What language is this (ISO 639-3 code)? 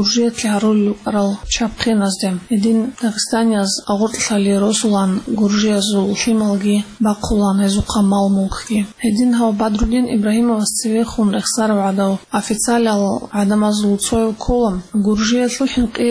ava